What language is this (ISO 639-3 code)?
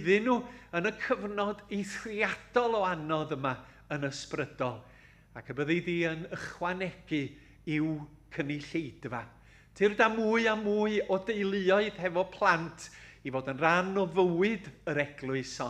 cym